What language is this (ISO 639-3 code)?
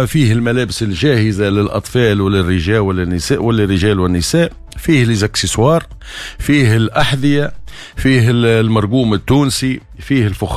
aeb